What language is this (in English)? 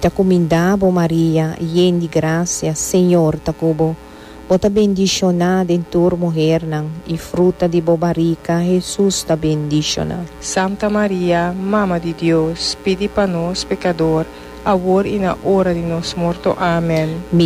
Papiamento